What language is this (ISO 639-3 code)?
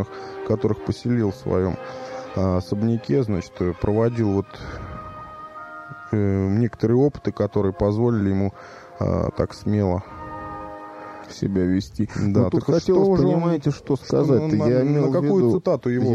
rus